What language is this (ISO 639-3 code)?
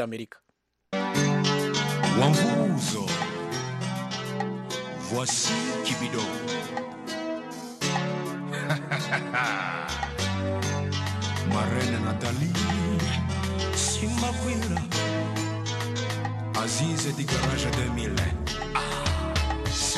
kin